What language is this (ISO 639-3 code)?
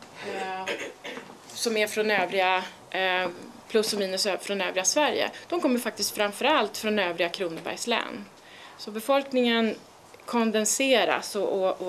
swe